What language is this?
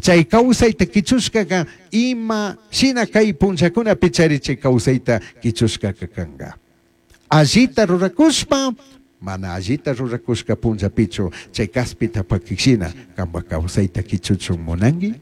Chimborazo Highland Quichua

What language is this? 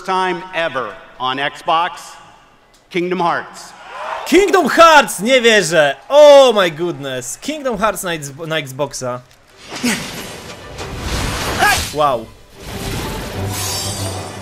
Polish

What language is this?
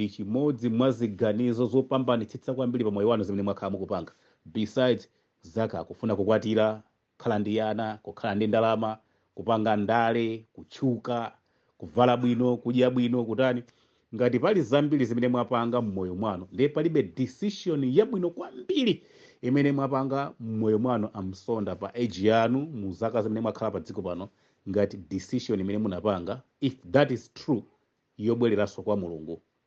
Nyanja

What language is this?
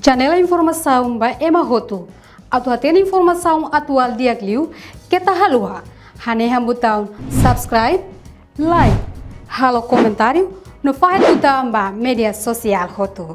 Tetum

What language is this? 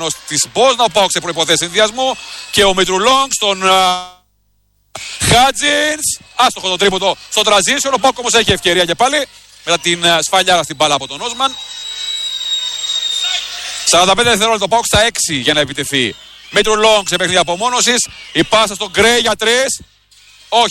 Greek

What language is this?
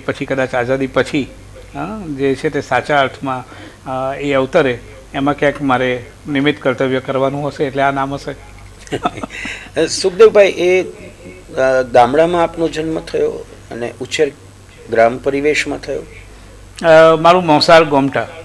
Gujarati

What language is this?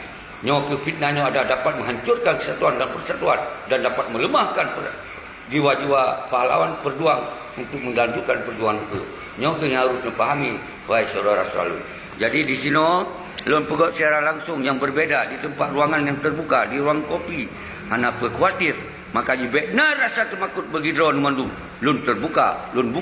Achinese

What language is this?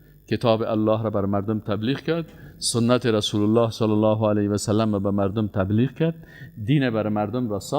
Persian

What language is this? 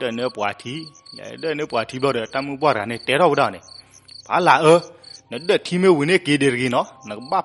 S'gaw Karen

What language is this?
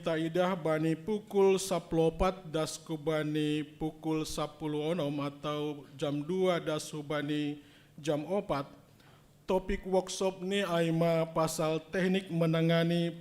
Batak Simalungun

